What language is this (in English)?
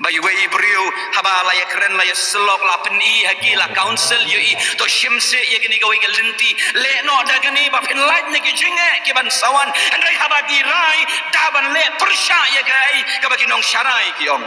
Khasi